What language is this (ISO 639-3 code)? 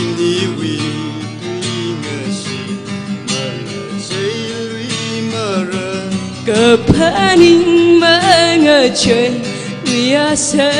nmf